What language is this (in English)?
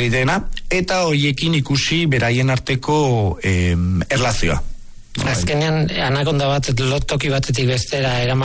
Basque